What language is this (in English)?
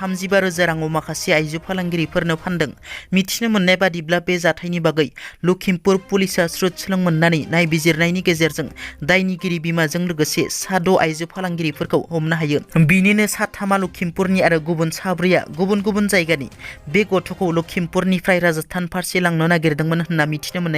Bodo